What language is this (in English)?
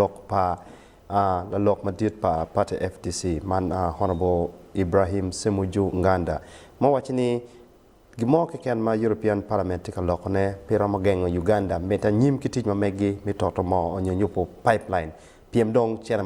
Acoli